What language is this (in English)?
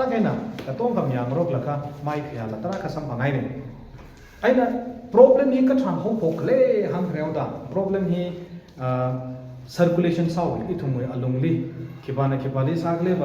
Tangkhul Naga (India)